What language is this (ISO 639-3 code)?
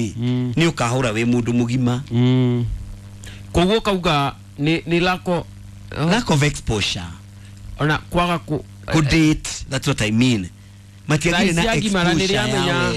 kik